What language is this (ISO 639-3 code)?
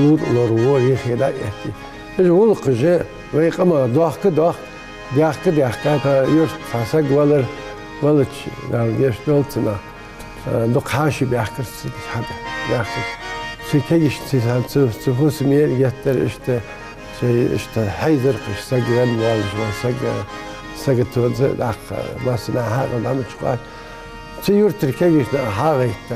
inh